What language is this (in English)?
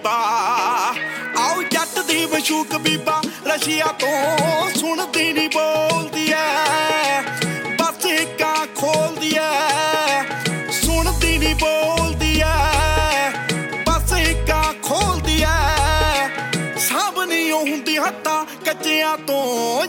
Punjabi